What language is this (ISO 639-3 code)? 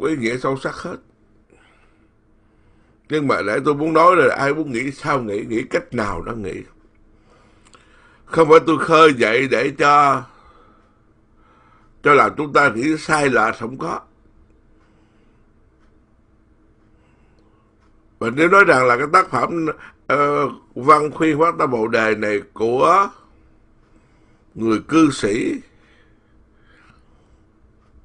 vie